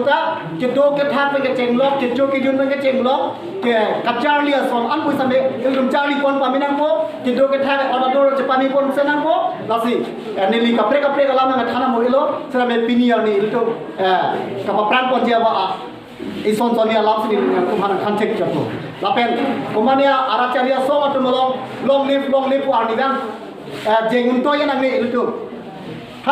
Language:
Karbi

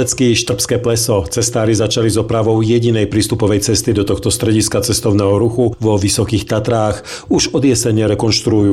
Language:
Slovak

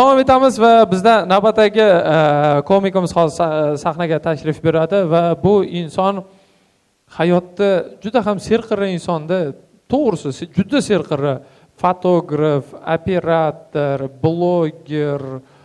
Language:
Uzbek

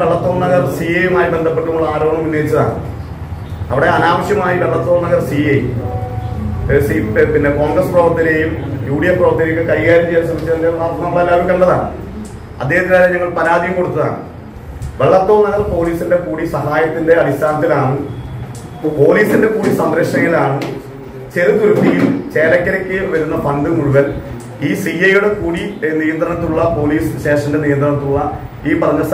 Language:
Malayalam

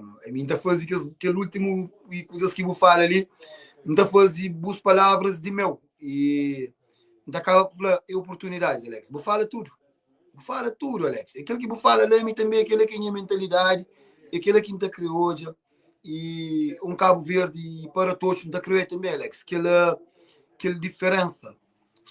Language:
Kabuverdianu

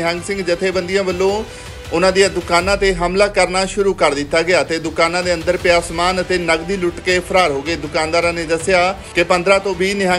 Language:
Punjabi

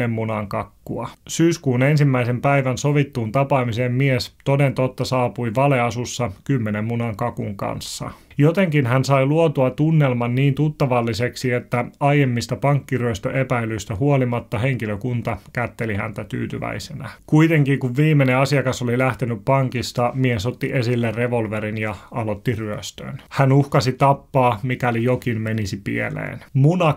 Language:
Finnish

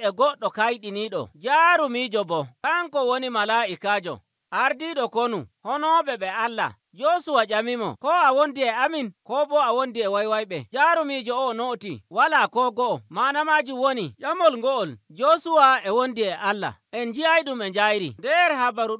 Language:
Nigerian Fulfulde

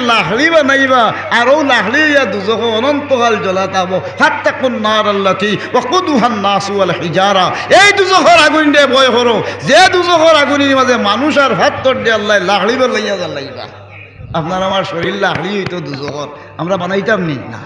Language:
Sylheti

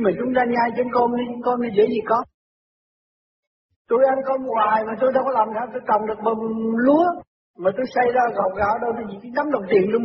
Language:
Vietnamese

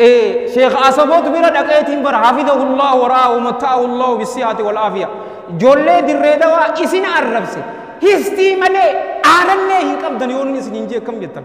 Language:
Oromo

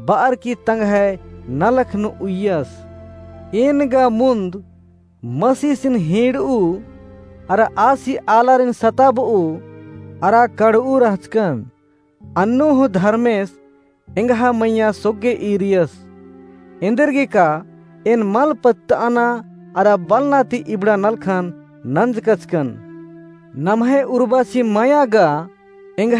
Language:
Kurukh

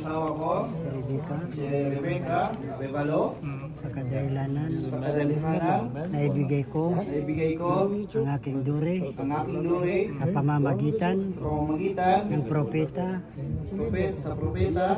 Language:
Maranao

